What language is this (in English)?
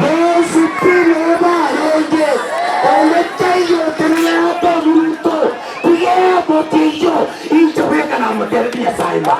Gusii